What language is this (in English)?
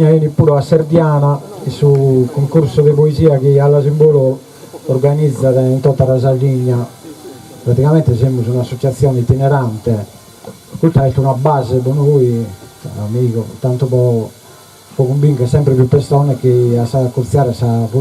Sardinian